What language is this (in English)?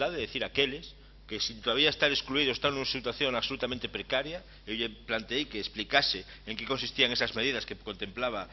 Galician